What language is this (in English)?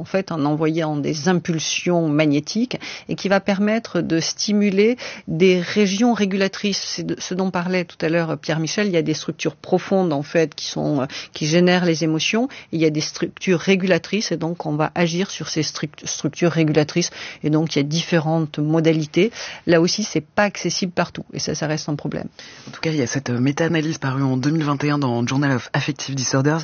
French